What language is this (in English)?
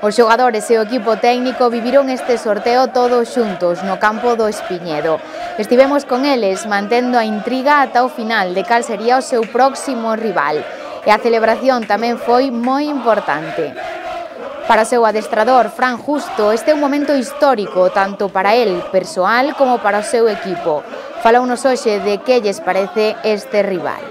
Galician